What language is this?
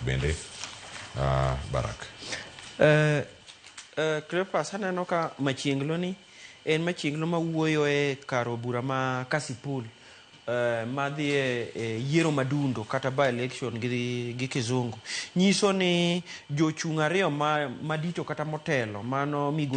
Luo (Kenya and Tanzania)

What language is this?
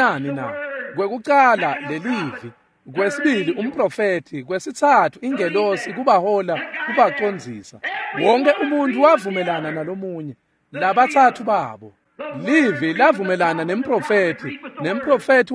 Swati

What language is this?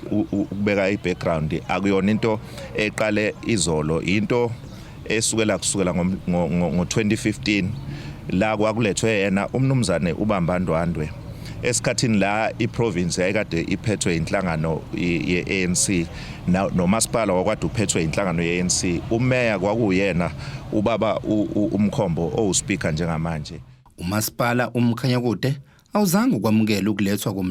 Zulu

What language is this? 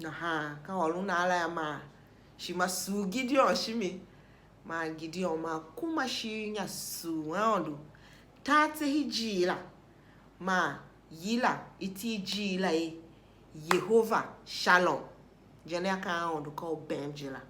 Tiv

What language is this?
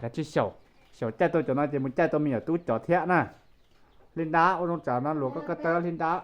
Hmong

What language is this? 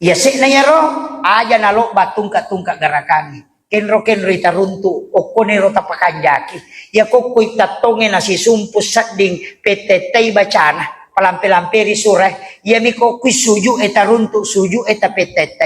Buginese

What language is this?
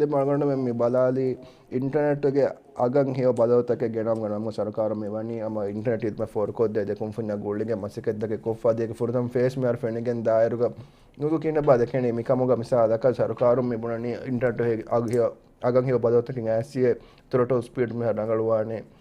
Divehi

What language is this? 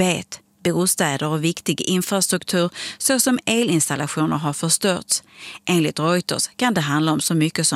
Swedish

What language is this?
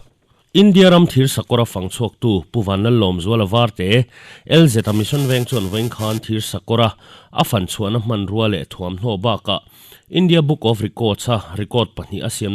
Mizo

